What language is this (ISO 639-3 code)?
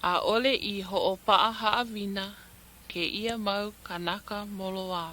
haw